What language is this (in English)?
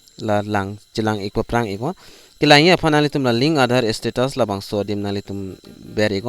Karbi